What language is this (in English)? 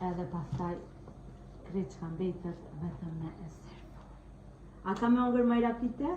Gheg Albanian